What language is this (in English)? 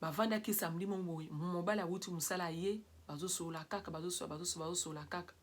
Lingala